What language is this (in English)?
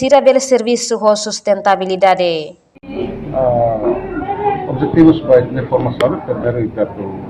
Tetum